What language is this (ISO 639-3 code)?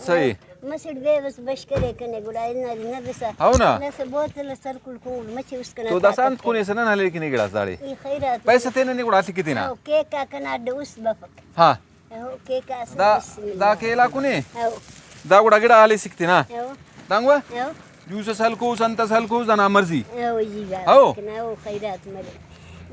brh